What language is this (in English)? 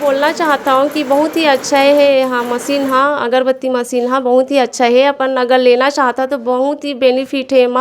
Chhattisgarhi